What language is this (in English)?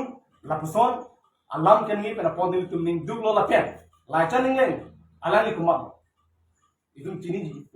Karbi